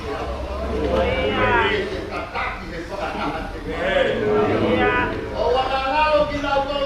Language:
Tongan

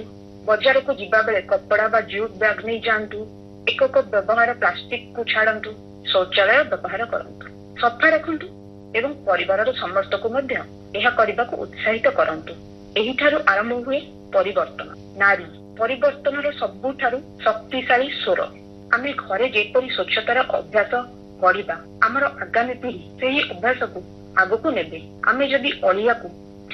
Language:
Odia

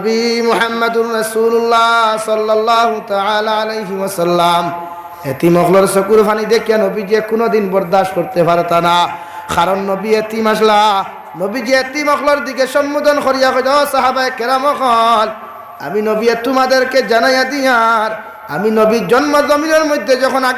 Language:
Sylheti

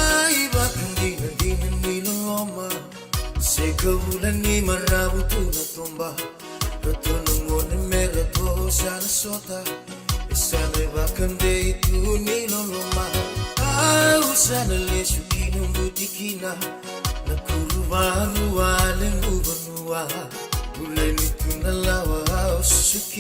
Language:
Fijian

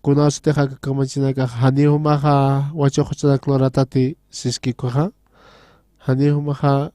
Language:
Aymara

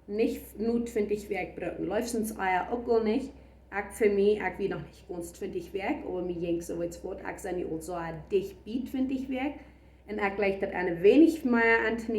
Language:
Plautdietsch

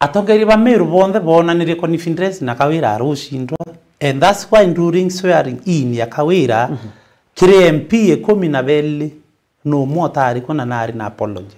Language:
Meru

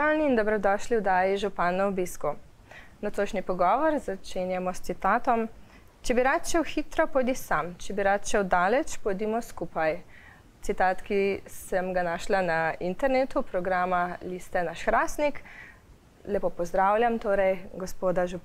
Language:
Slovenian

